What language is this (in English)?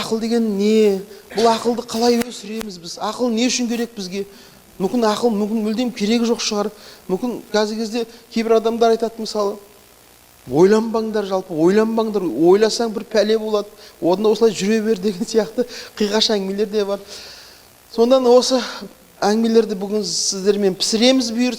Kazakh